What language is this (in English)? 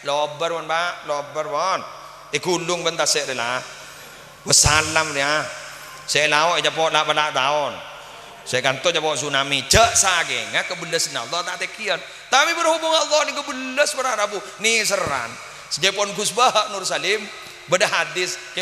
Madurese